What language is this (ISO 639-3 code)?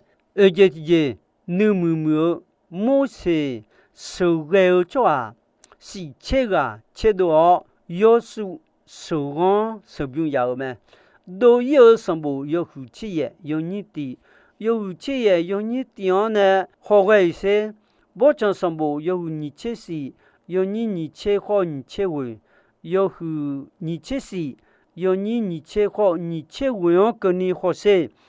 ahk